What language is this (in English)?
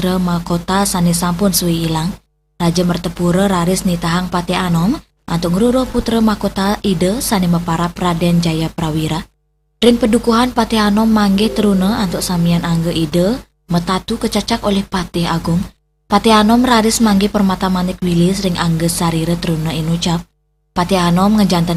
Balinese